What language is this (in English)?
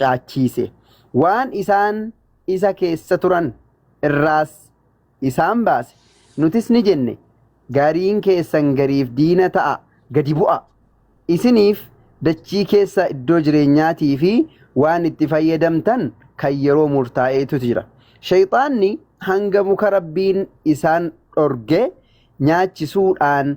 Oromo